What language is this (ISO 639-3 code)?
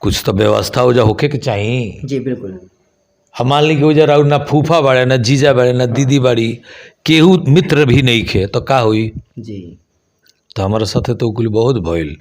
bho